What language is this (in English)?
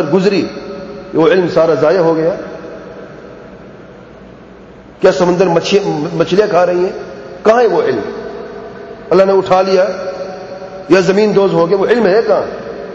Urdu